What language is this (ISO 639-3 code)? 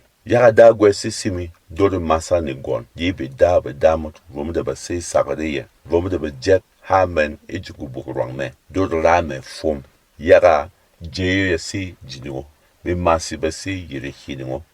bom